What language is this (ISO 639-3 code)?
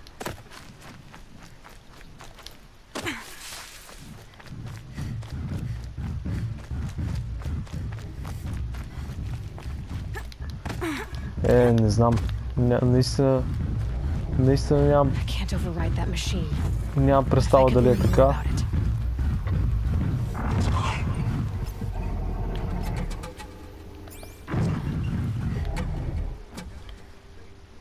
bul